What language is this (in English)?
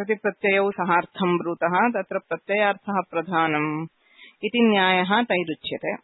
Sanskrit